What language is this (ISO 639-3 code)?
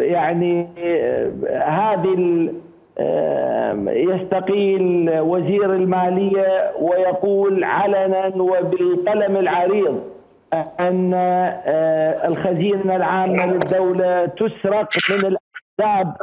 acm